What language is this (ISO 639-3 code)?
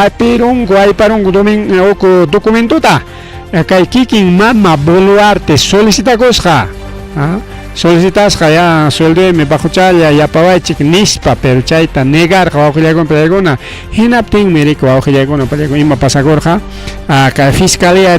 quy